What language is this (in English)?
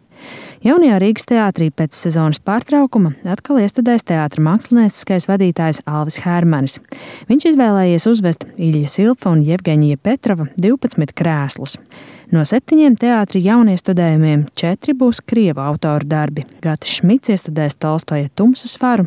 Latvian